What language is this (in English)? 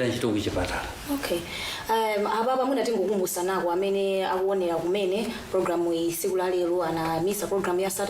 Nyanja